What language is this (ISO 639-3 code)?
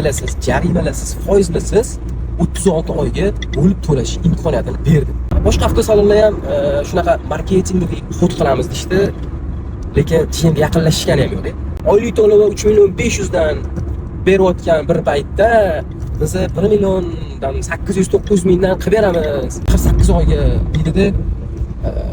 uzb